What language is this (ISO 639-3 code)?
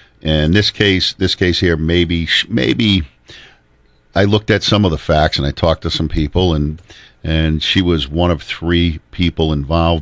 eng